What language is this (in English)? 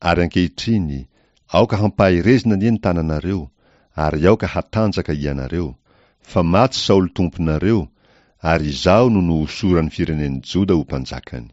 Malagasy